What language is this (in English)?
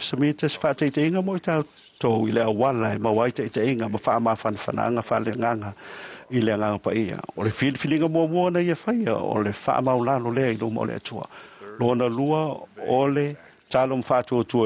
Samoan